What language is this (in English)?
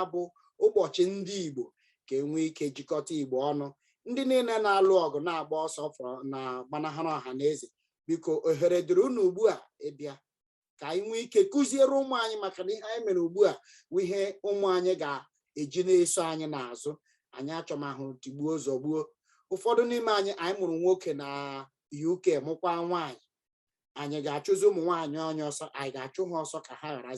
Igbo